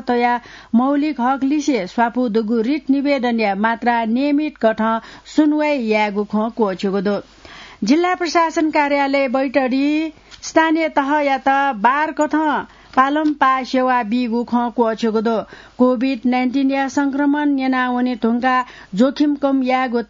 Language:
Newari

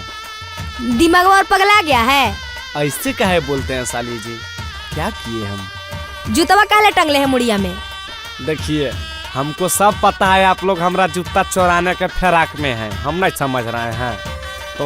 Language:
Magahi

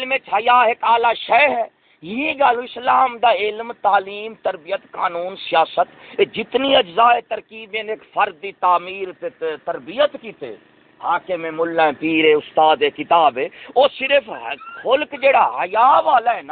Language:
Saraiki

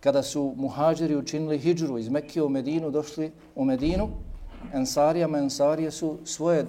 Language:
Bosnian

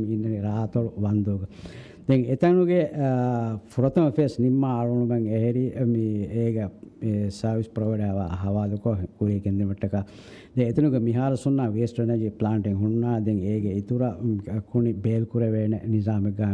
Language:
Divehi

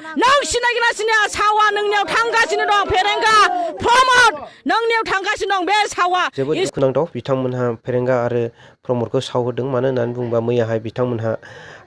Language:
Bodo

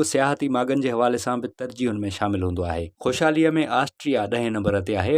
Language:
Sindhi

